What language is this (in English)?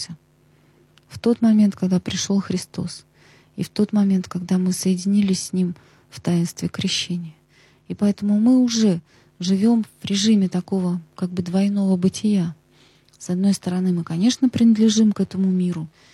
Russian